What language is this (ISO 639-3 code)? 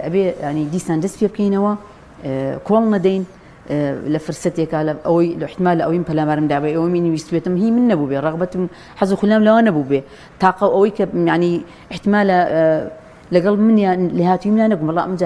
ckb